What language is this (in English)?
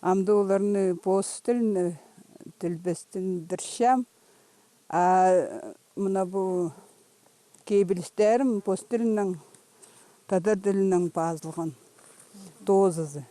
Khakas